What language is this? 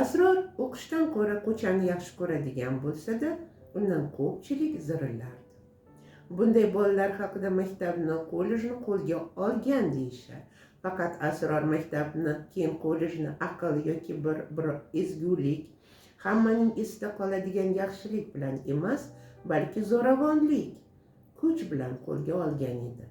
Uzbek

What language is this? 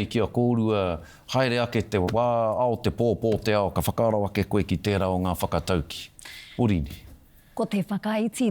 Māori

